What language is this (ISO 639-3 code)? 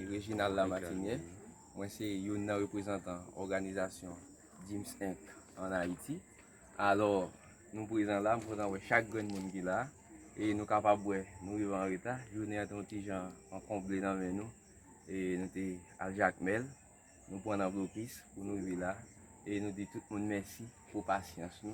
hat